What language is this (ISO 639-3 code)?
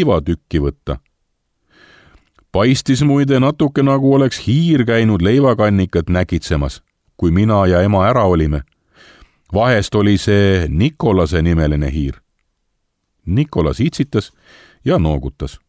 est